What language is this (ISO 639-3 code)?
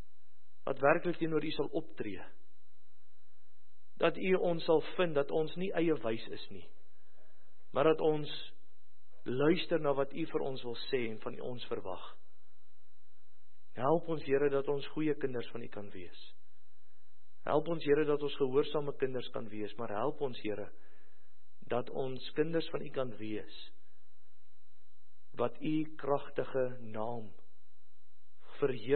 afr